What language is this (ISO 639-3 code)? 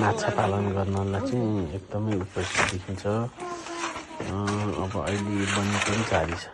nep